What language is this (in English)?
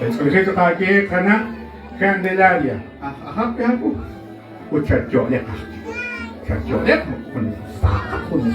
Kekchí